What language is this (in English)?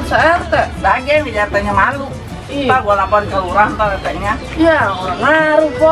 Betawi